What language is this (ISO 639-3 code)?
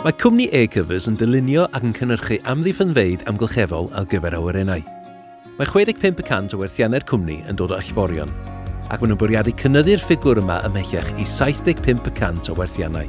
cym